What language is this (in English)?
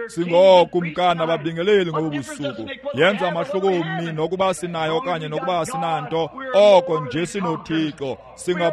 Xhosa